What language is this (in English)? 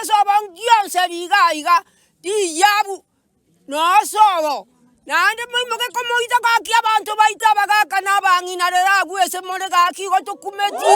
Gusii